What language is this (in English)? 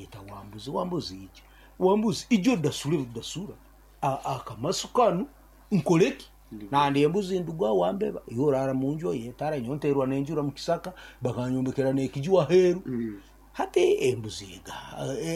Nyoro